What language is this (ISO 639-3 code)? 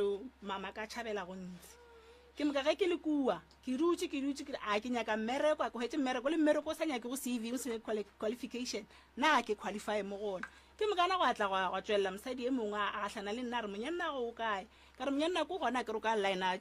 nso